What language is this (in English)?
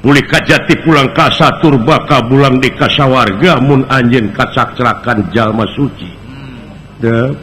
Sundanese